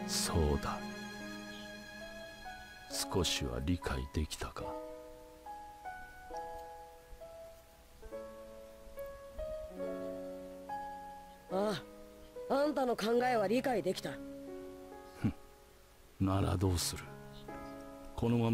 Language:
Japanese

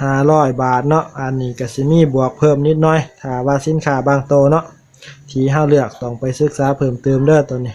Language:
Lao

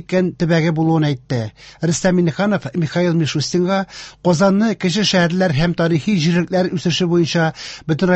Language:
Tatar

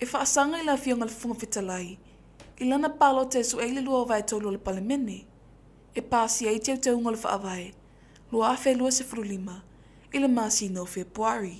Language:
Samoan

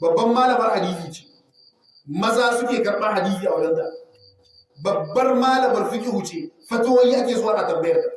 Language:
Hausa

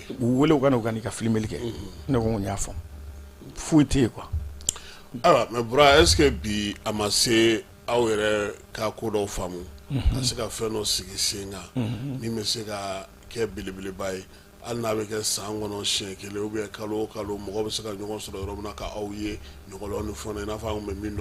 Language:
Bambara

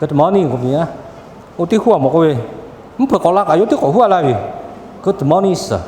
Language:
Lahu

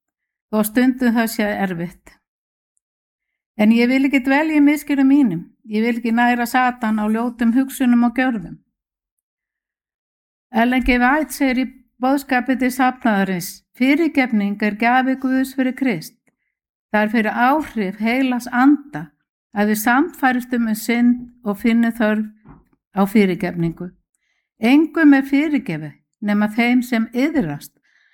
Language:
Icelandic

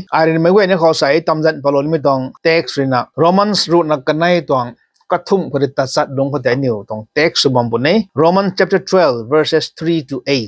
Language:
Rongmei Naga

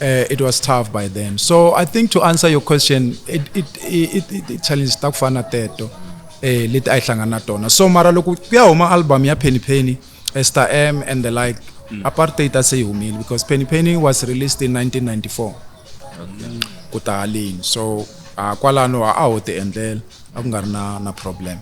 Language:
Tsonga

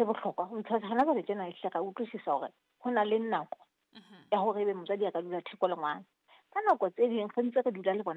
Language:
Southern Sotho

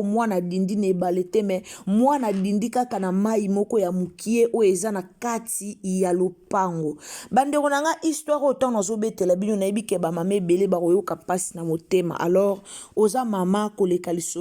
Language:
Lingala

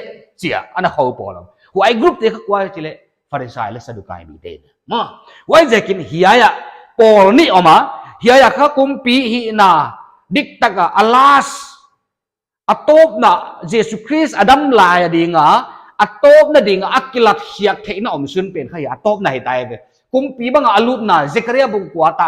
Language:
Paite Chin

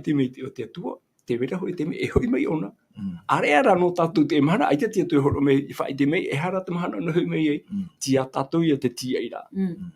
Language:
Tahitian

